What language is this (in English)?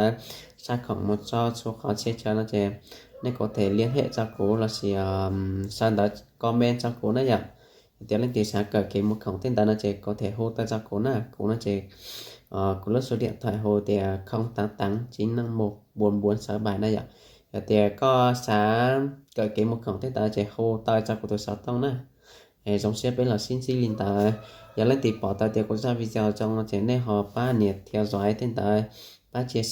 Hmong